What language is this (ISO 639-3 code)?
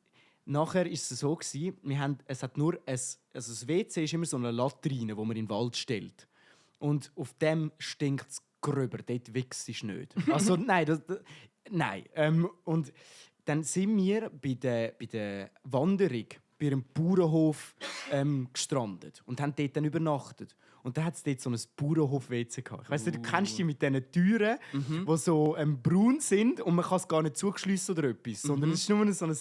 gsw